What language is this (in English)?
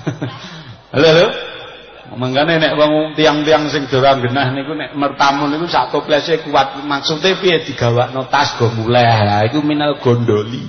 Javanese